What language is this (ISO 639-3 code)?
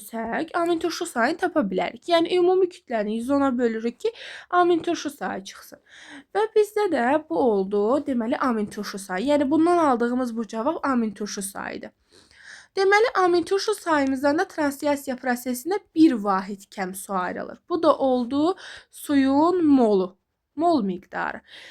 aze